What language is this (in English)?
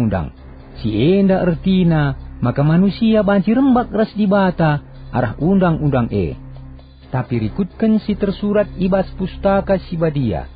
Batak Karo